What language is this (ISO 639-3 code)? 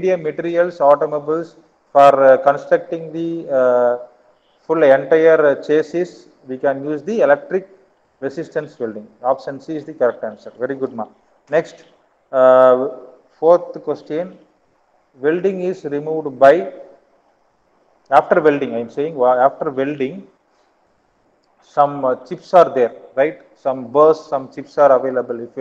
eng